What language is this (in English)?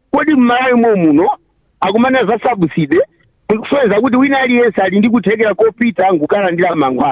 Nyanja